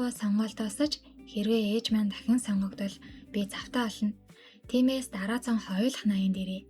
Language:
Mongolian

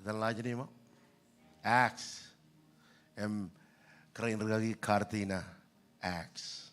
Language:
Marshallese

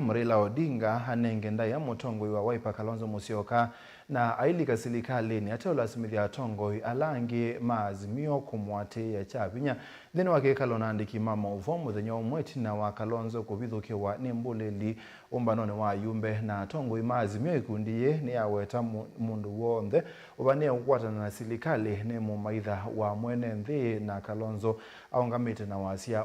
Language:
Kamba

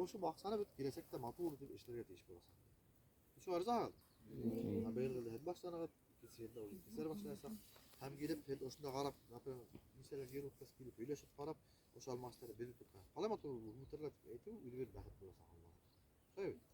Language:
Bashkir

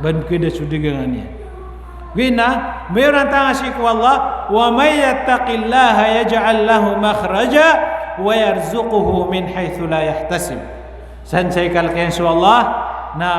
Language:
Maranao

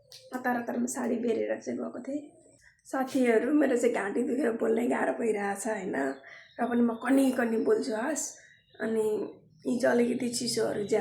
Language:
Nepali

